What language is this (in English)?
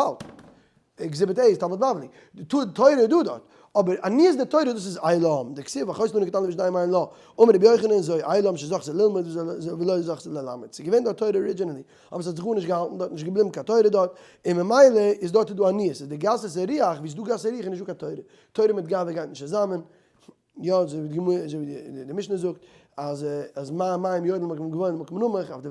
Yiddish